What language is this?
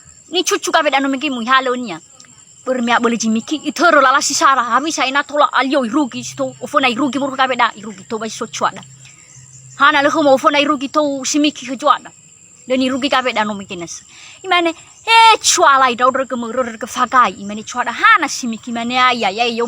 Nias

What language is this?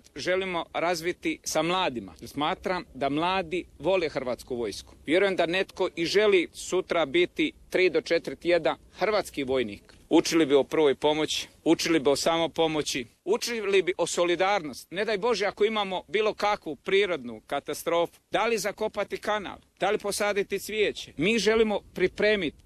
Croatian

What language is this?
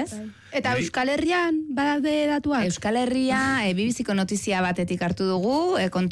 Basque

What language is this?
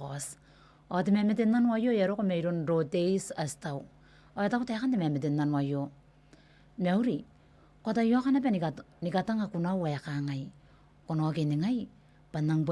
Gilbertese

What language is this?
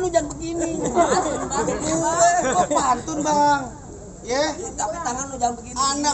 Betawi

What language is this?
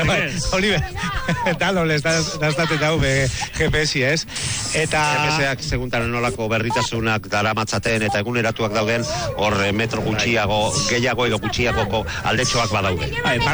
Basque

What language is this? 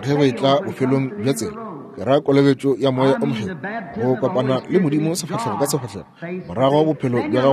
Northern Sotho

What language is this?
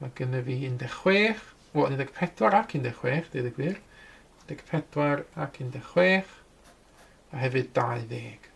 Welsh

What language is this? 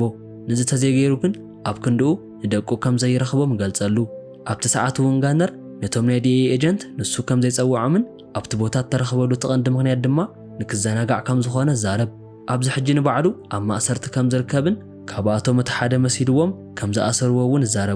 Tigrinya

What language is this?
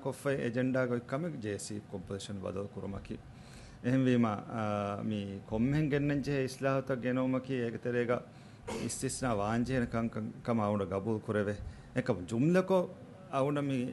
Divehi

